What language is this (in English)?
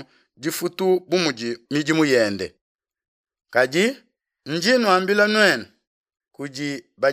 Luba-Lulua